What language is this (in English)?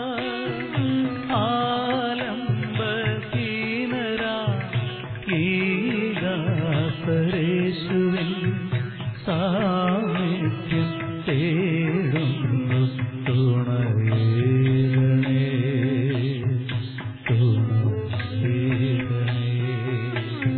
Malayalam